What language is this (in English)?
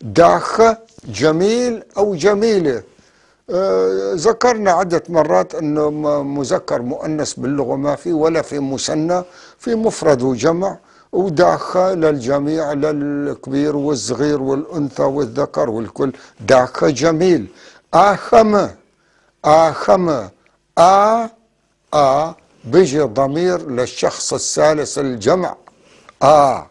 North Levantine Arabic